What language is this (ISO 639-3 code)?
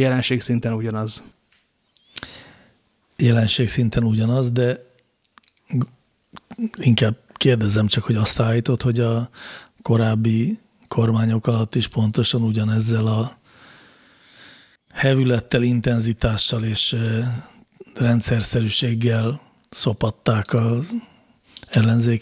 hun